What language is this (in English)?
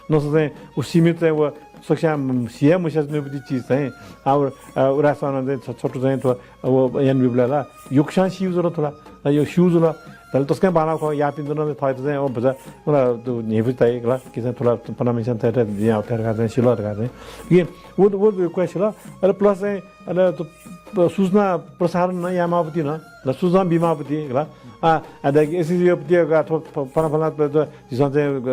Newari